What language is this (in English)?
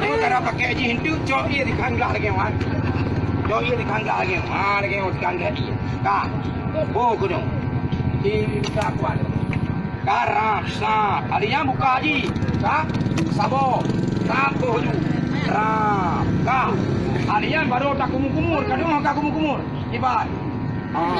Achinese